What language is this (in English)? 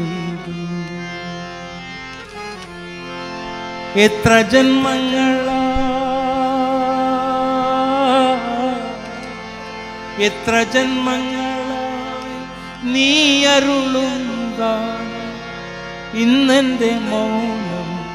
Malayalam